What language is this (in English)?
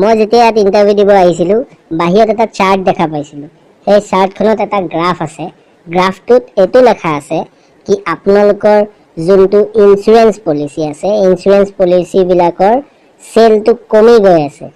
Assamese